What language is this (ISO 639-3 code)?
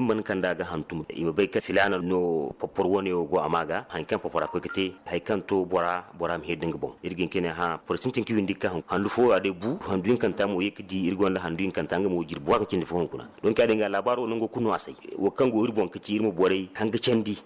dje